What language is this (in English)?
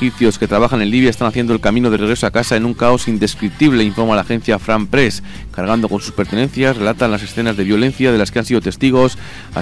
Spanish